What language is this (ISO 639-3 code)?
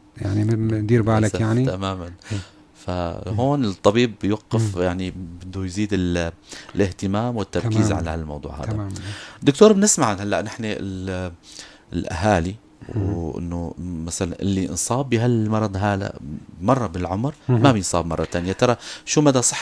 apc